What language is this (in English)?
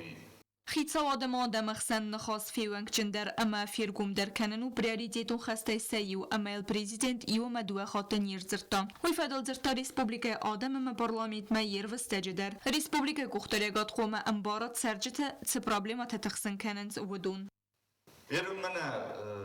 Ossetic